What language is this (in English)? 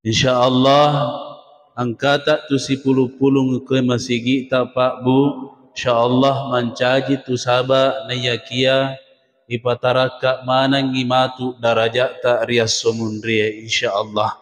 Buginese